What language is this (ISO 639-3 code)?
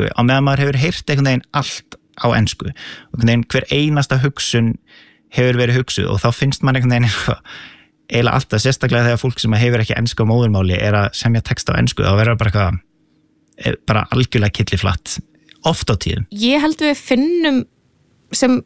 isl